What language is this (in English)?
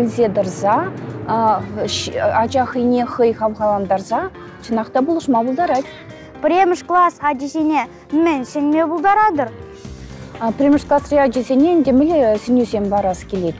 Chuvash